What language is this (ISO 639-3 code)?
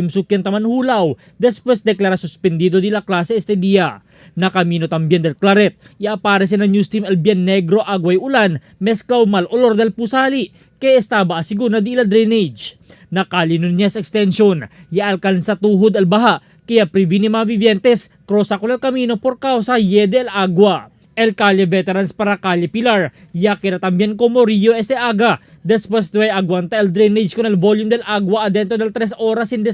cbk